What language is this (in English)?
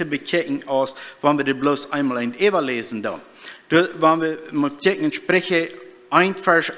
Plautdietsch